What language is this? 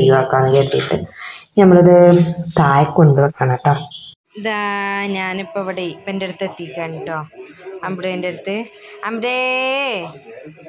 Malayalam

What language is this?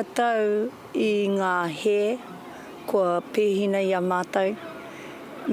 Māori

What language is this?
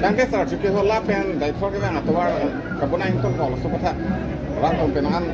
Karbi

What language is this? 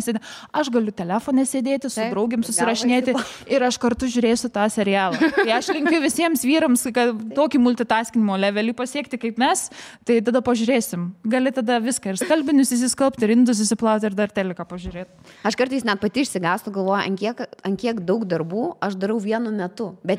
Lithuanian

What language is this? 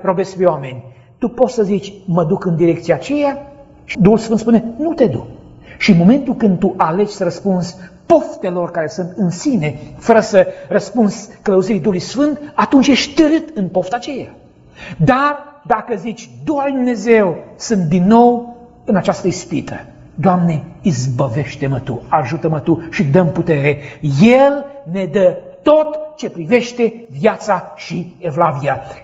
Romanian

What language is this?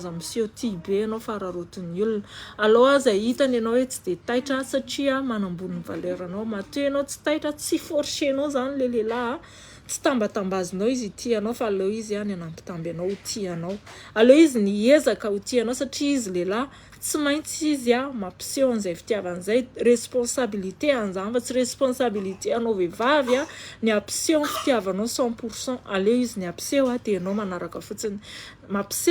Malagasy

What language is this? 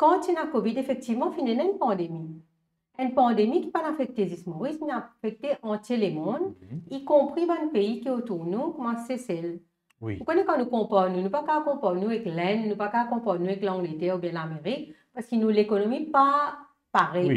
Morisyen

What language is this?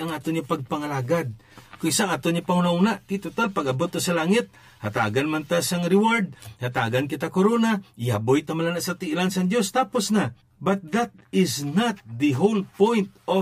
Hiligaynon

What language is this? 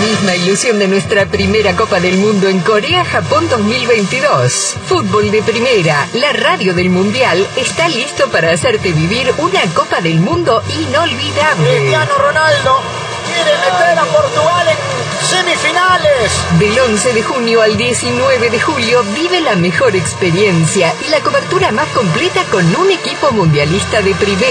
Spanish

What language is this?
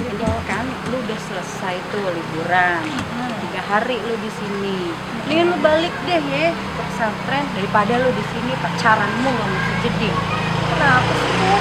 Betawi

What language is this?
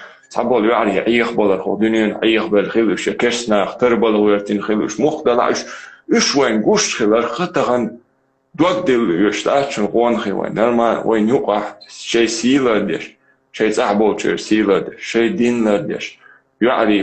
Chechen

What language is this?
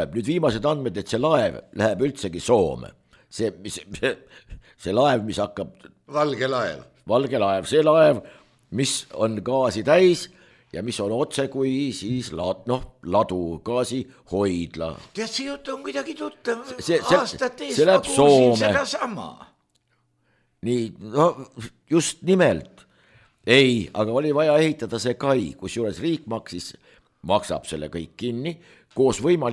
Estonian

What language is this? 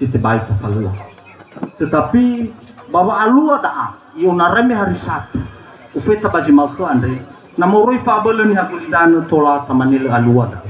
Nias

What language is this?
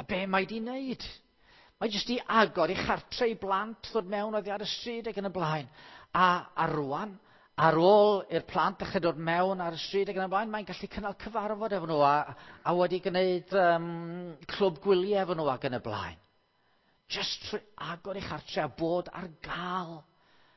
Welsh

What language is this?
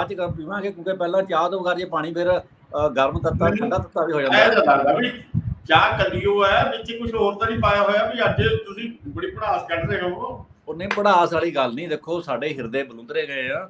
Punjabi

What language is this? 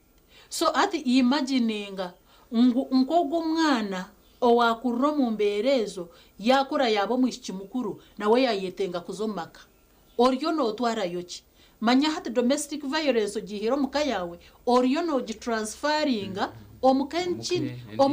Nyankole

